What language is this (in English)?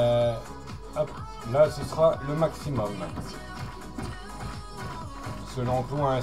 French